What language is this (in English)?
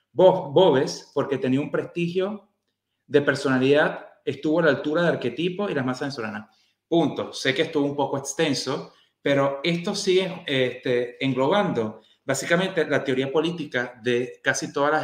Spanish